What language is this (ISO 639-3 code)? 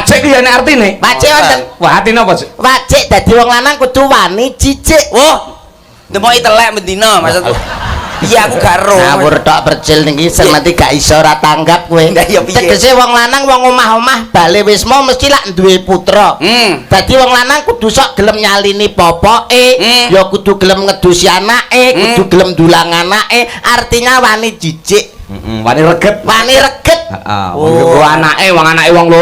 jav